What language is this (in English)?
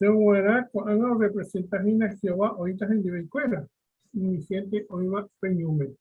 Guarani